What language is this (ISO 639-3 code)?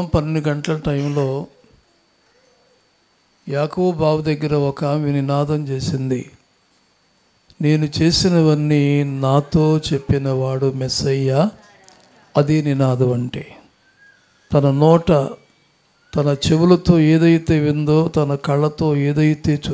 tel